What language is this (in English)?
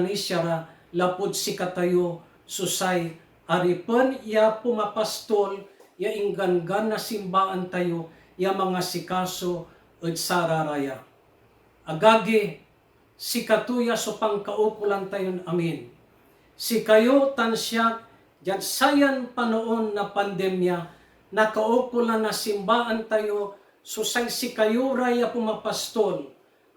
Pangasinan